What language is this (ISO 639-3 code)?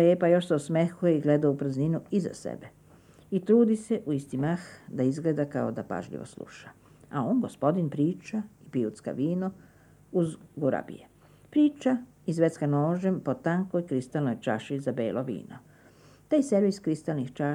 srp